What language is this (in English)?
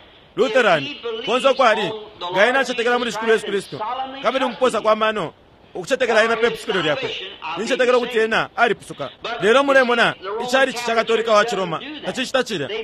Bemba